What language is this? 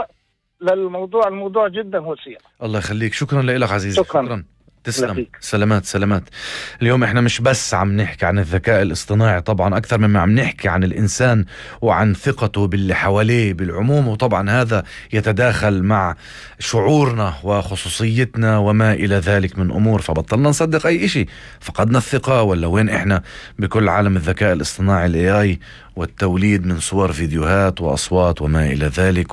North Levantine Arabic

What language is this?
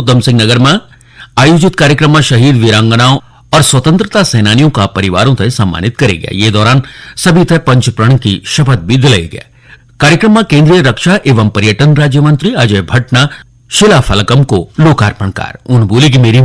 Garhwali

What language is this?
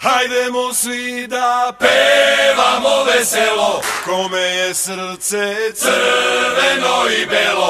Serbian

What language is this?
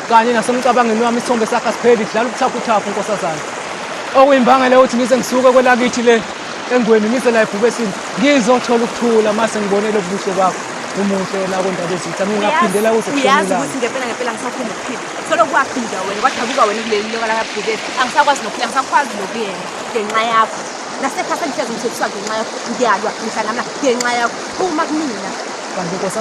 Zulu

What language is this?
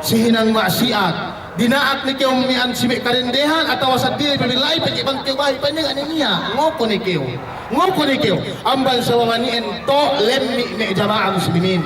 Yakan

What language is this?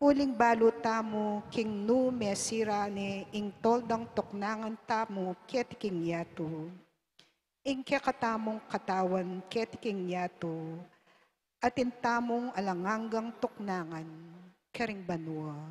Pampanga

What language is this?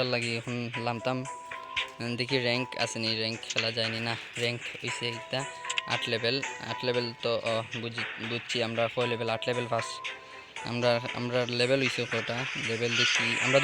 Sylheti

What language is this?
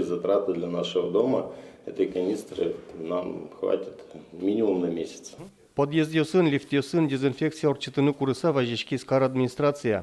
Udmurt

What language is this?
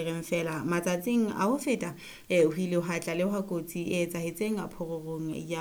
Southern Sotho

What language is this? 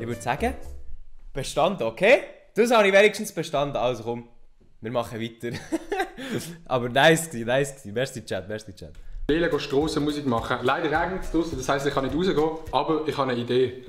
Swiss German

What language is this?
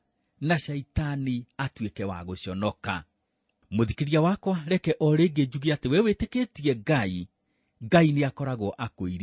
Kikuyu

